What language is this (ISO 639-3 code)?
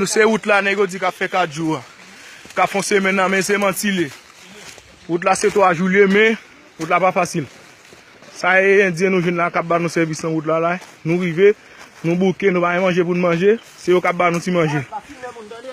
hat